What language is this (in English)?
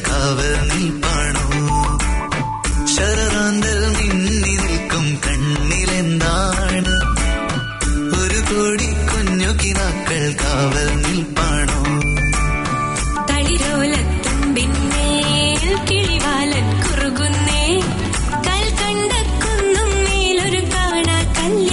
Malayalam